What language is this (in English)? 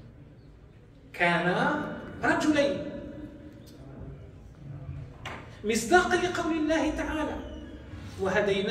Arabic